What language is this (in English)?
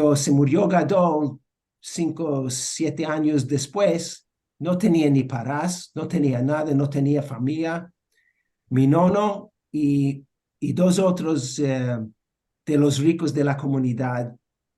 Ladino